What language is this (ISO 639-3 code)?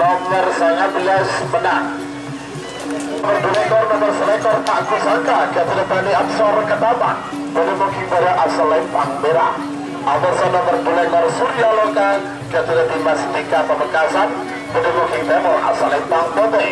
mad